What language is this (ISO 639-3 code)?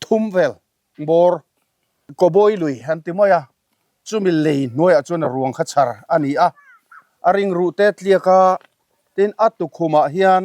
lus